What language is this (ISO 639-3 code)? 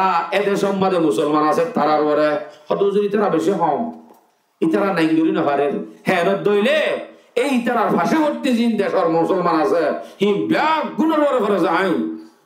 rhg